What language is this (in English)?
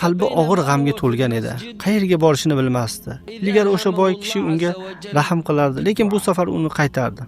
Uzbek